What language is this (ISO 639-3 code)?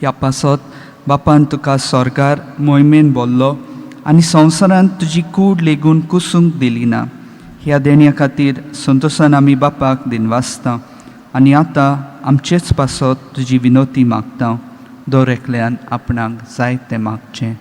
kok